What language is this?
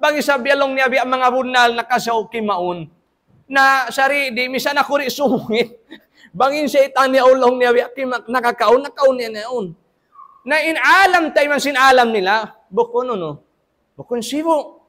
Tausug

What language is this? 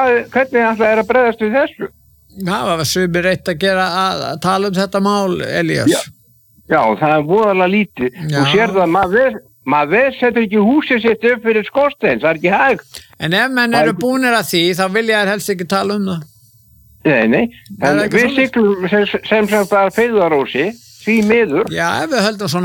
Icelandic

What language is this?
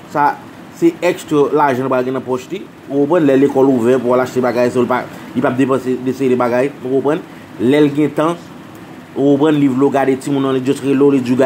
Haitian Creole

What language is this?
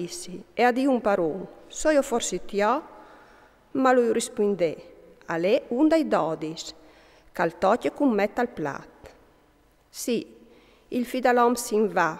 Friulian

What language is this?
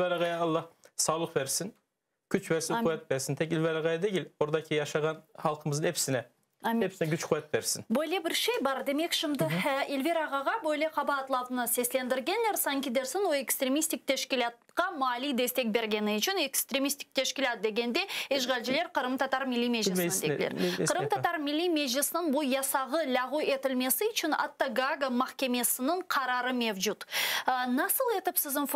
Crimean Tatar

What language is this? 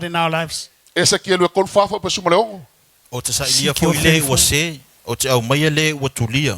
Samoan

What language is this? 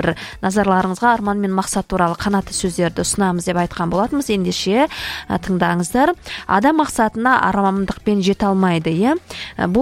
Kazakh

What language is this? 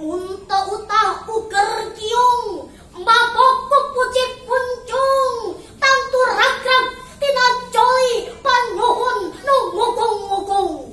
Sundanese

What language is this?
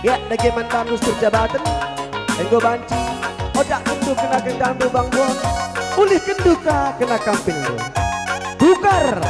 Batak Karo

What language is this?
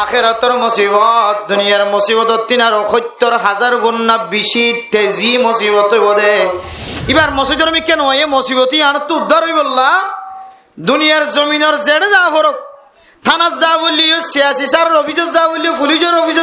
Rohingya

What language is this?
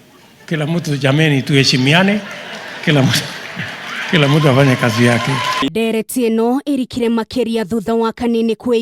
Kikuyu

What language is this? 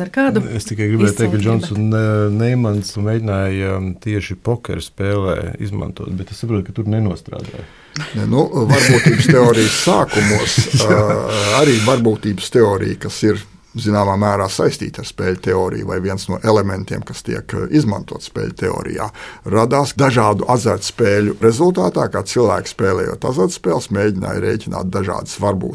Latvian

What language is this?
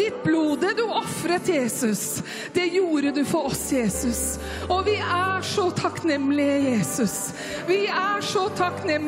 Norwegian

